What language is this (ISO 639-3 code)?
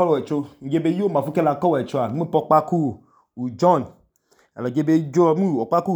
idu